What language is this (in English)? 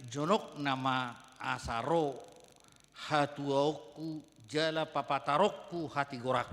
Batak Toba